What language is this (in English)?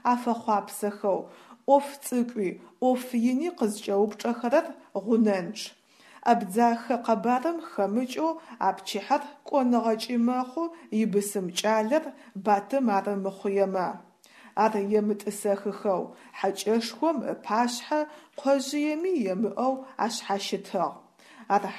Adyghe